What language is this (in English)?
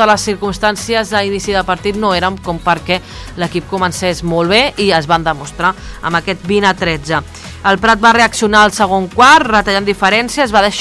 Catalan